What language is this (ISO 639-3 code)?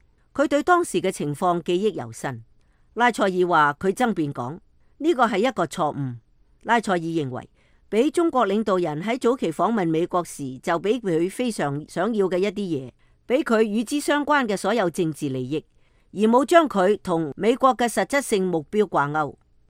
yue